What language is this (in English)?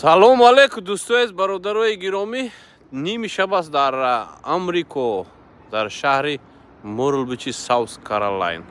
Tajik